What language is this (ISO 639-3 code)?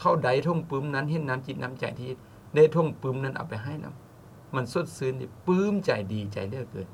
lao